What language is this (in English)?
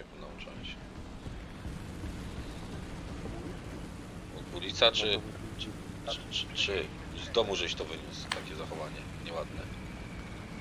Polish